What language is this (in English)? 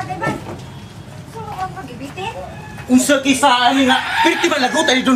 Cebuano